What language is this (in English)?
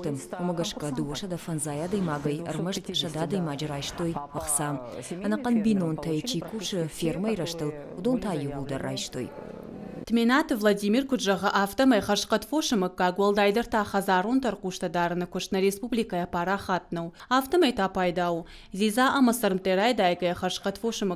Ossetic